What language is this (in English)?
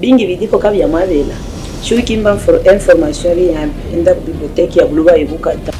Luba-Katanga